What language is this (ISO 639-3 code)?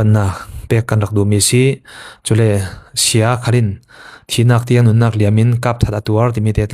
cfm